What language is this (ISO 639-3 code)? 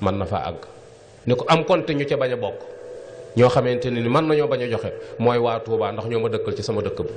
wol